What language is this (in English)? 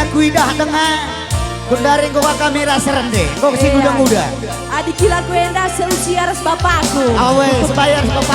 Batak Karo